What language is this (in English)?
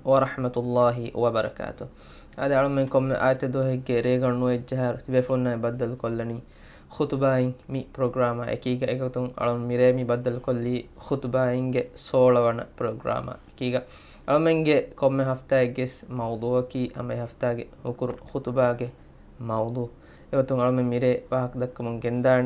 Divehi